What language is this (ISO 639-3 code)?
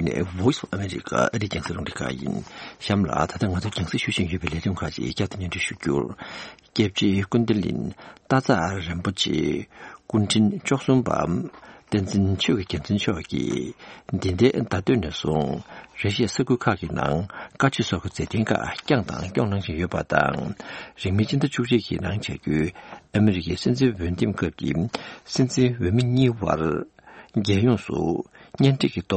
bod